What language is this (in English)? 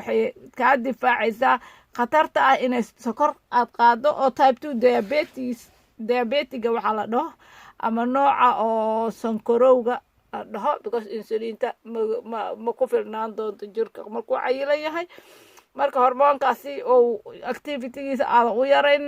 Somali